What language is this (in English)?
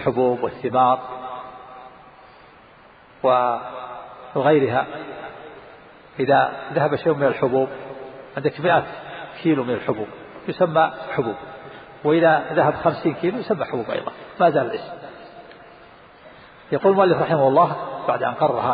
Arabic